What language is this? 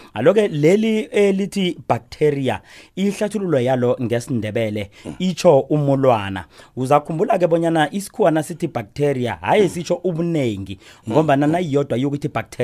South Ndebele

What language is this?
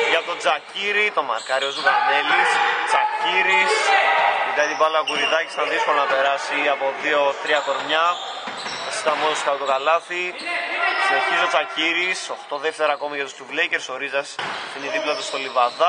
Greek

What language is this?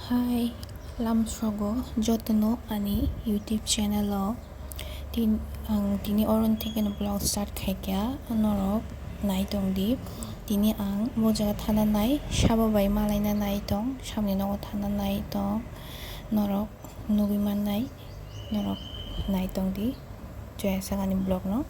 Kok Borok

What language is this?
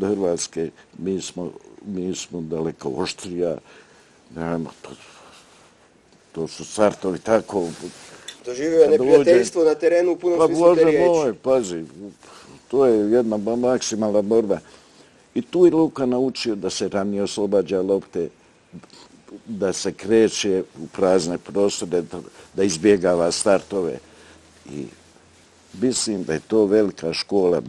Croatian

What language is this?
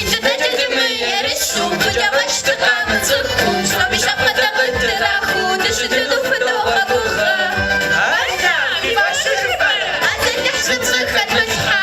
Kabardian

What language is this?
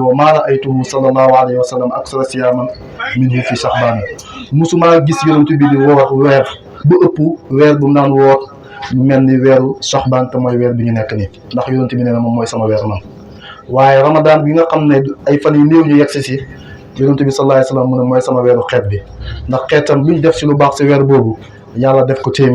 Wolof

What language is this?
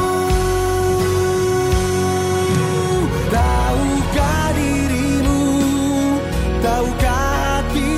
Indonesian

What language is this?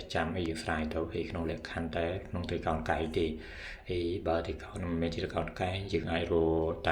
Khmer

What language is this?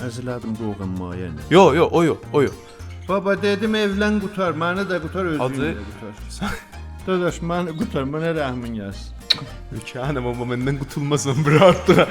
South Azerbaijani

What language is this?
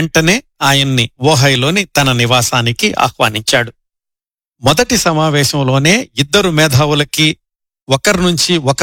Telugu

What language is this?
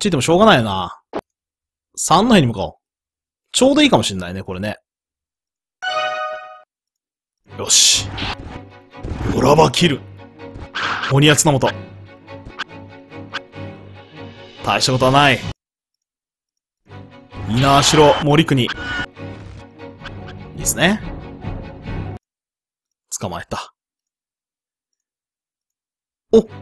Japanese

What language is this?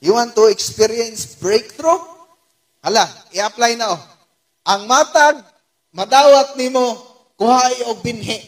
Cebuano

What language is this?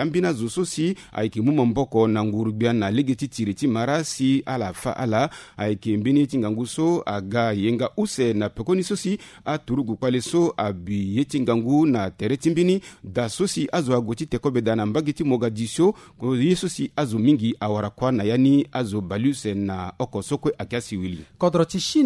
Sango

